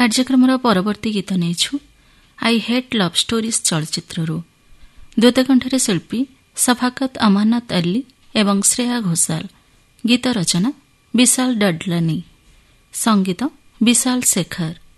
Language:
Odia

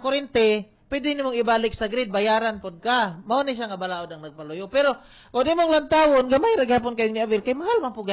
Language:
Cebuano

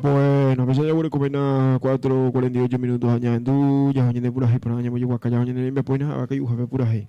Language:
Guarani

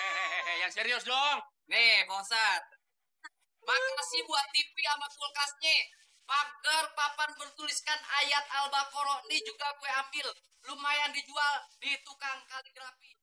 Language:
Betawi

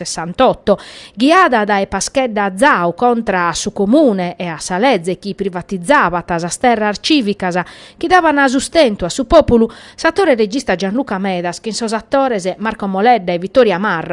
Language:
Sardinian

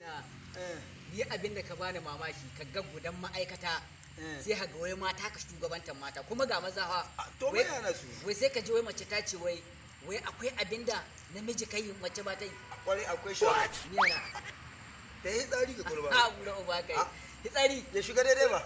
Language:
Hausa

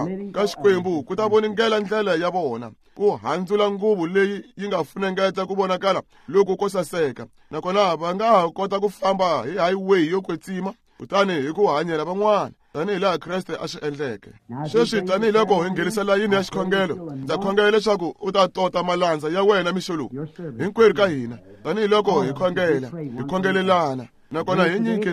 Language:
Tsonga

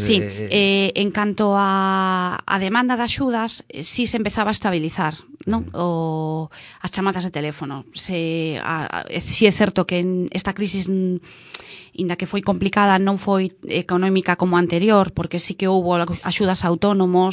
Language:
Galician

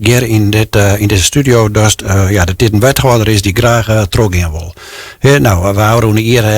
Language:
Western Frisian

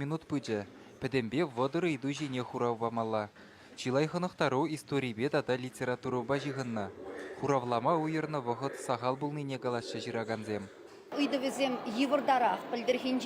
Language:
Chuvash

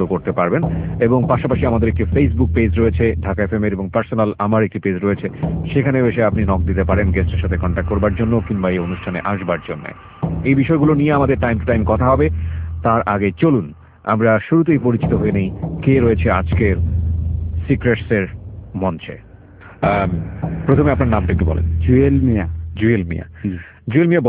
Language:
Bangla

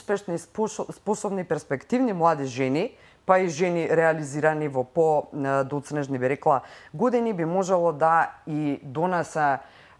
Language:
Macedonian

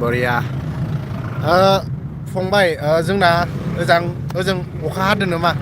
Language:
Bodo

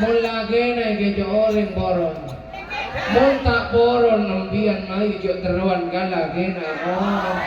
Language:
Madurese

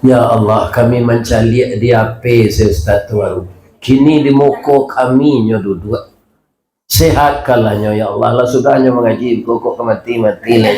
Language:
Minangkabau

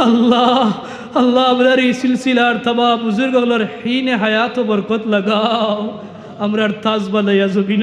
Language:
Sylheti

